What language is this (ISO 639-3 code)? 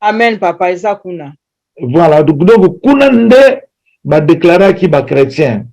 lin